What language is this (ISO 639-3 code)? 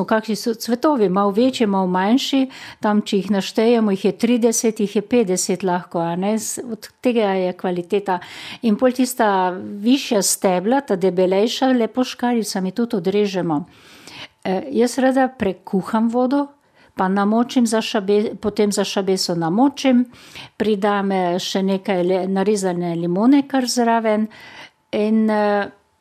slv